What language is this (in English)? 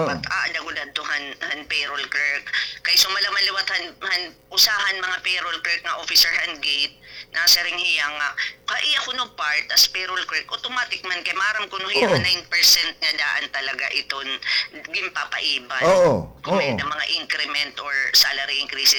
Waray